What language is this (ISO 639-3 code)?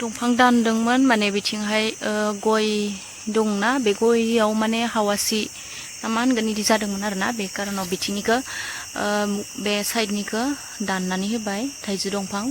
brx